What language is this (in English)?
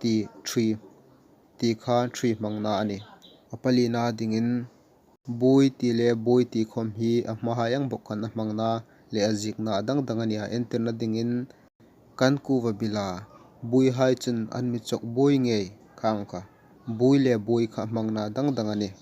Hmar